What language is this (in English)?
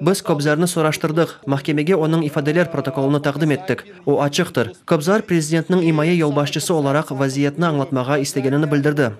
Crimean Tatar